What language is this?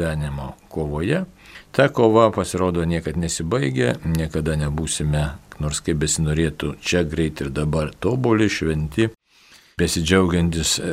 Lithuanian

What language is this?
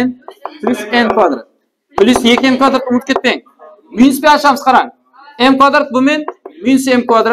Kara-Kalpak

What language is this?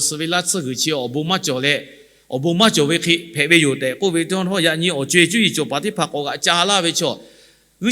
Lahu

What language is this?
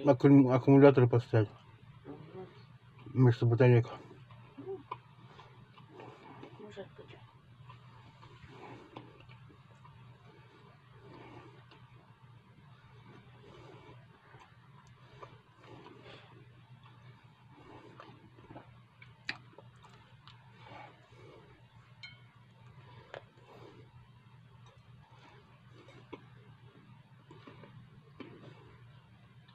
Russian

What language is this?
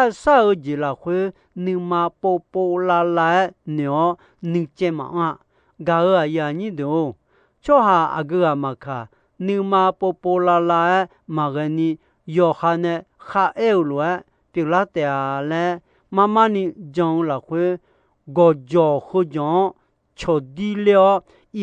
Akha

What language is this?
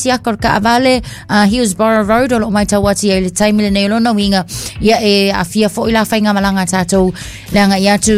Samoan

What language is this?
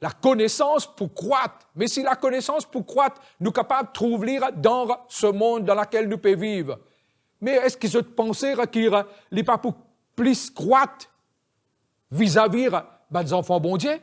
Morisyen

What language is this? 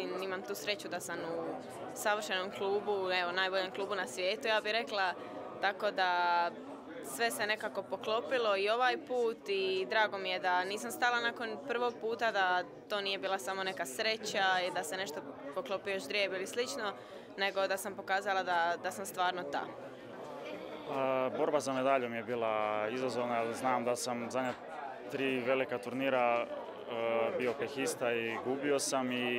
Croatian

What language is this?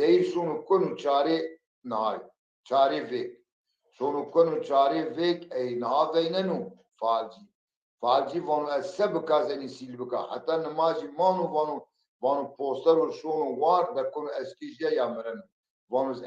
Zaza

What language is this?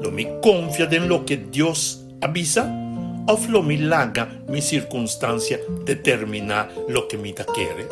Papiamento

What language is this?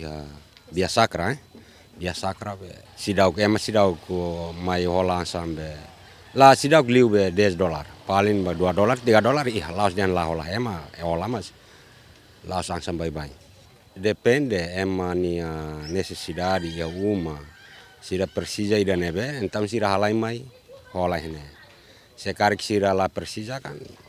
Tetum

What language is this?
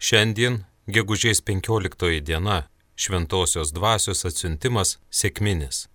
Lithuanian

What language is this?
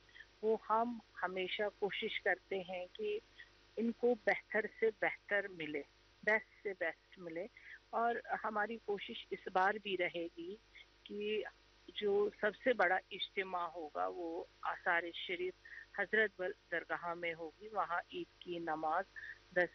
Urdu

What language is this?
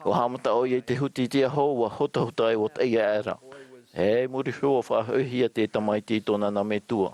Tahitian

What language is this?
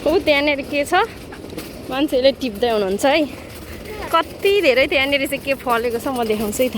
Nepali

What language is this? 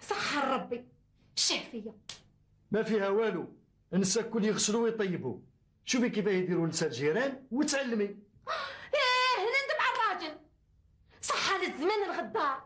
Algerian Arabic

